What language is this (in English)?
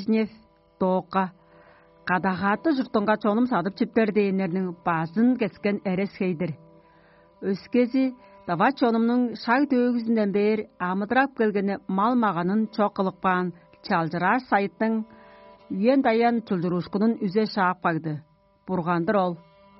Tuvinian